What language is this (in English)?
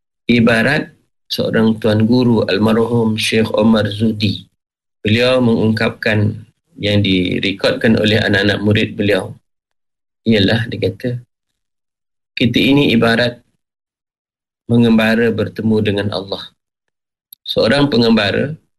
Malay